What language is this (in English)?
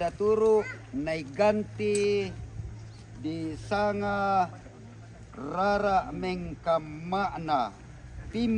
Toraja-Sa'dan